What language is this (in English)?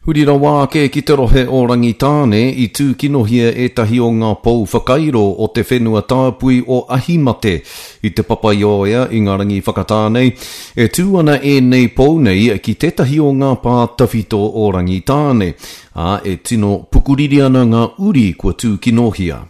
Māori